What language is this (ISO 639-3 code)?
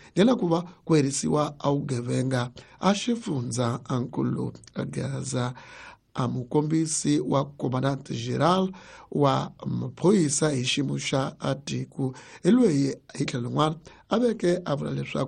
tso